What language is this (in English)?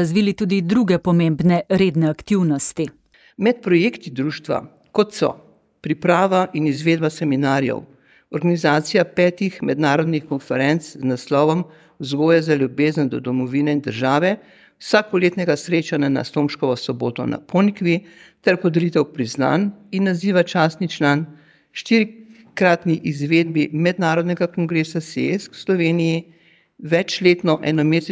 Slovenian